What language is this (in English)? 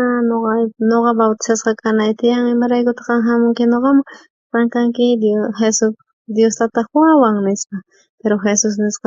South Bolivian Quechua